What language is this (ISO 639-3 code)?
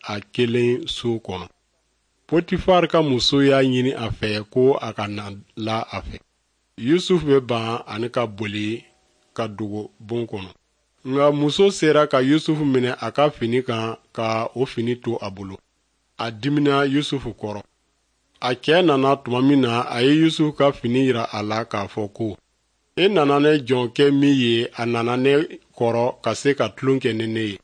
dyu